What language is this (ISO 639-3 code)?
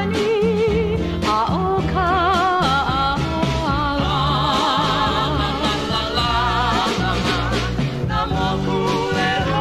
haw